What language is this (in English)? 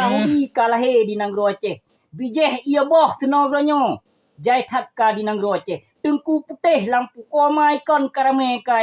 Achinese